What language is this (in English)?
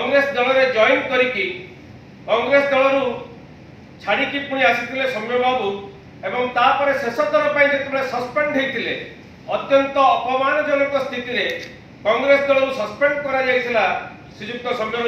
Odia